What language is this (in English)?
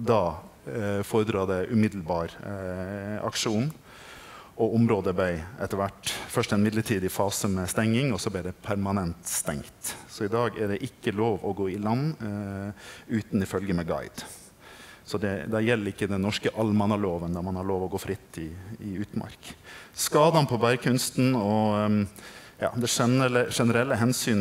Norwegian